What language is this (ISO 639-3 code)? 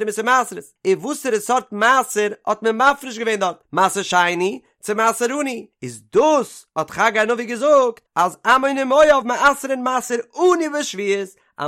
yid